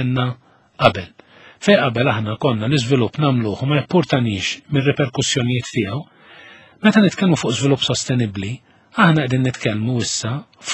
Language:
Maltese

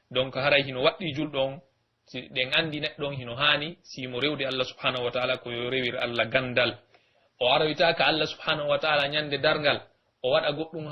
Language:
Pular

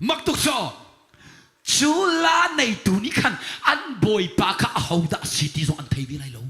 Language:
Hakha Chin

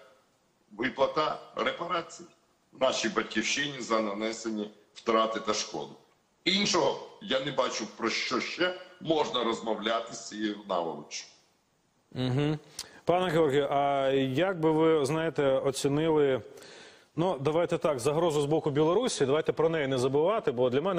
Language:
Ukrainian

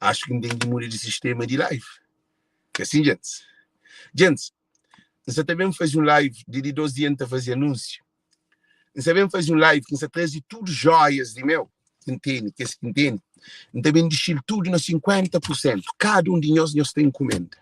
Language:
Kabuverdianu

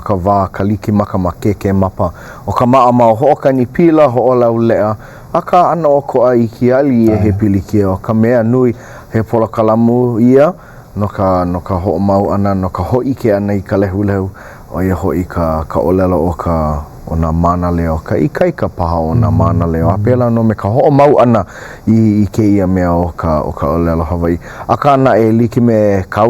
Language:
Hawaiian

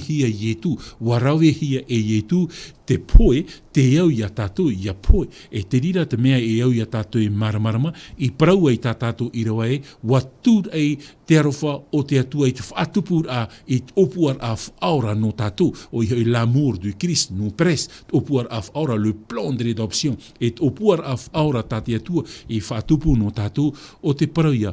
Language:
Tahitian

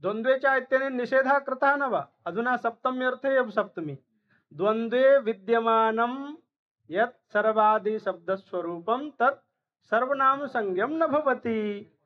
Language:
Sanskrit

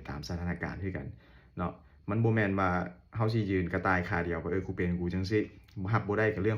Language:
Lao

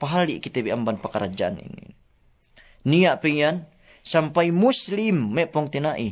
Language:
Yakan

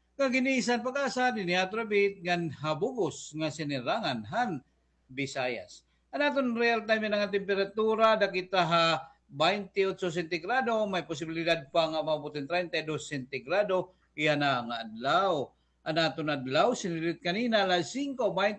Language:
Waray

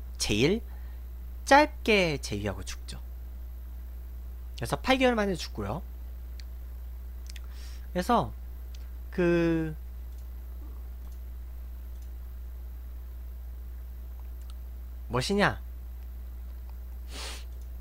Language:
Korean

